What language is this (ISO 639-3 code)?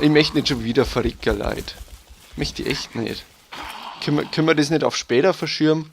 bar